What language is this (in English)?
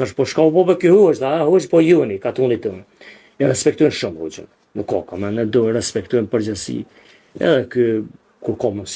Albanian